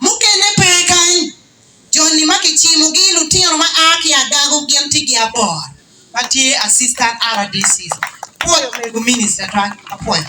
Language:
Acoli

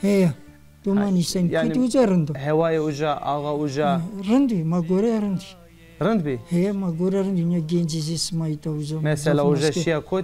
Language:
Zaza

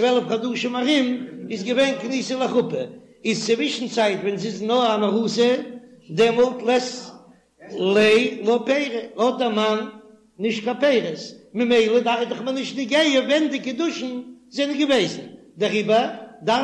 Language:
Yiddish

